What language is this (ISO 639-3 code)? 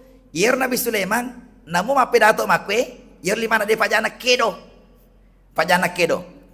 bug